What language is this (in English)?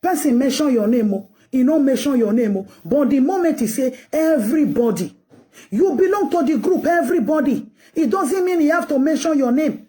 Nigerian Pidgin